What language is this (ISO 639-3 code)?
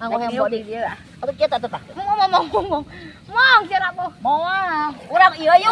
sun